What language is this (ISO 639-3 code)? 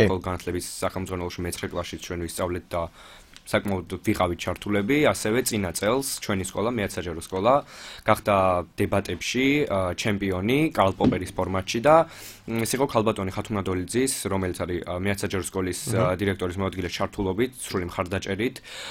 kat